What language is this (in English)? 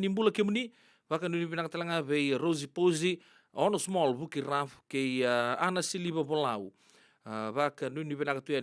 Fijian